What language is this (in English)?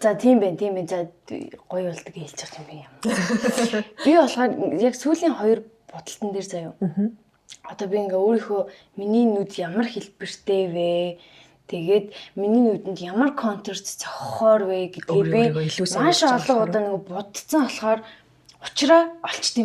Mongolian